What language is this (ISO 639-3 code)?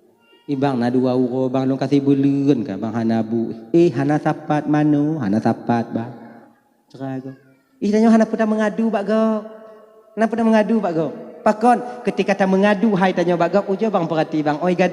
ace